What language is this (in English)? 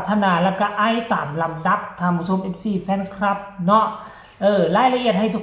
Northeastern Thai